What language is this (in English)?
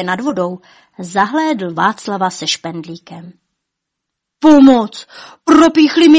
Czech